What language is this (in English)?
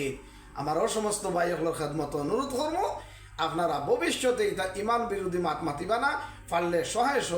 Sylheti